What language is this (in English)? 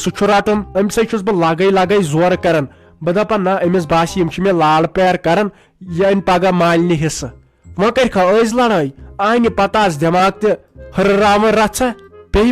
Kashmiri